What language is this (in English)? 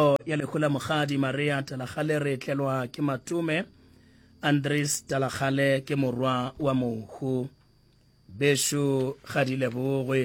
Northern Sotho